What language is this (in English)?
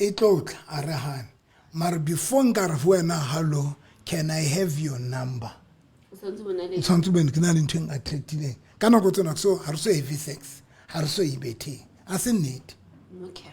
Southern Sotho